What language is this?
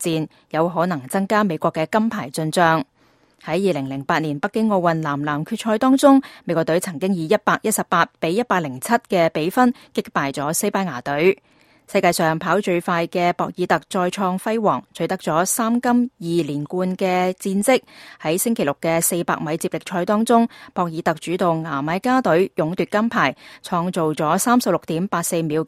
Cantonese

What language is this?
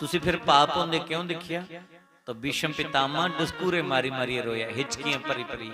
Dogri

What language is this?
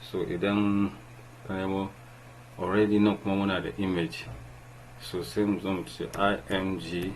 Hausa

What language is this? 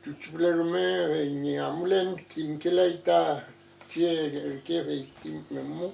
Mapuche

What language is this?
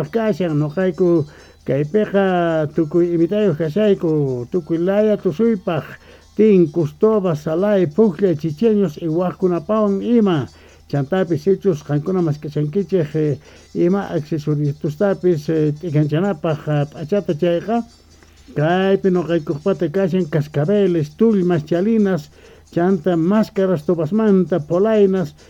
South Bolivian Quechua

